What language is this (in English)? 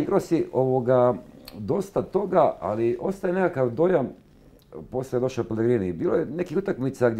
Bosnian